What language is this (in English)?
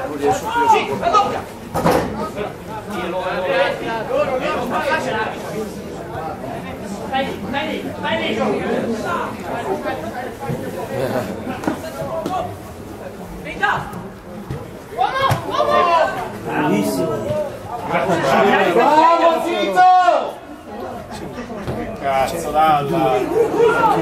Italian